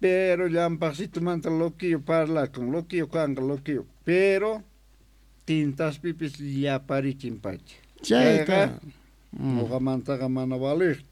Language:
South Bolivian Quechua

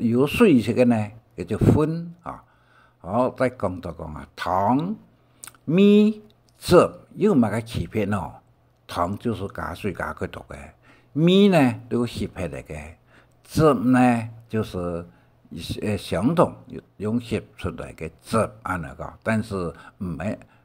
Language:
Hakka Chinese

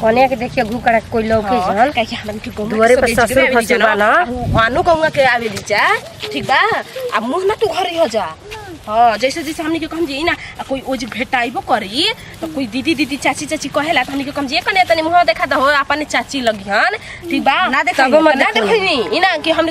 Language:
Bhojpuri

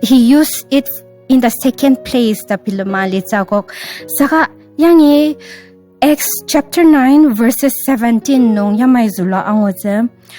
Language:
Ao Naga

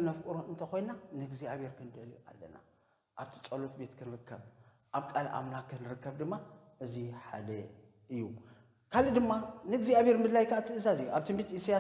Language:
Tigrinya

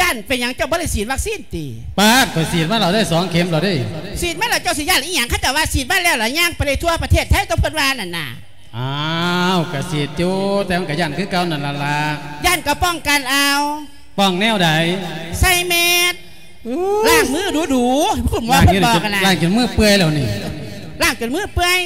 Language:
Lao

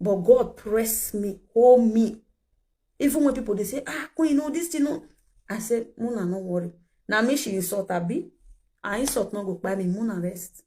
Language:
Nigerian Pidgin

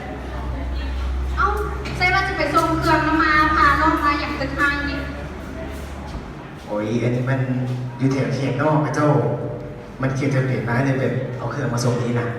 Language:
Lao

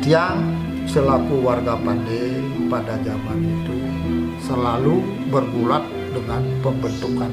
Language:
Balinese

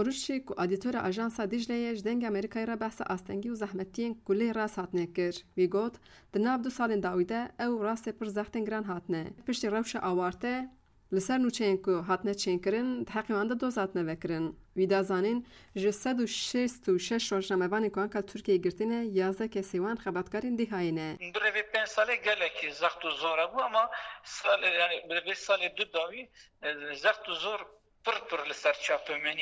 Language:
Kurdish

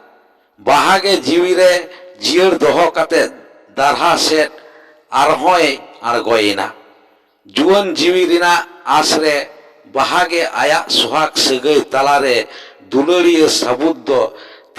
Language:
Santali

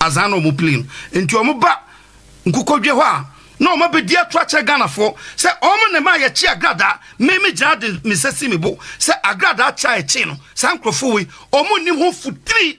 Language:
Akan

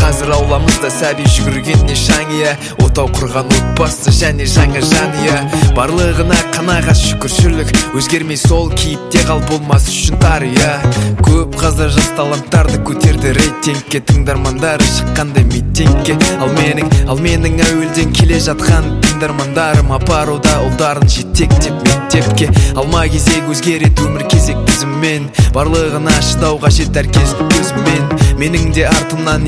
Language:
Kazakh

